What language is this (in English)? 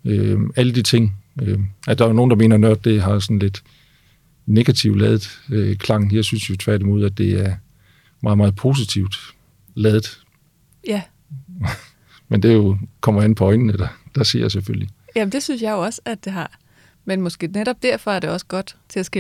Danish